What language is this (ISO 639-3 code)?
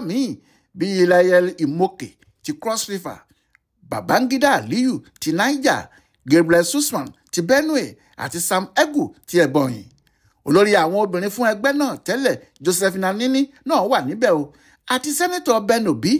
yor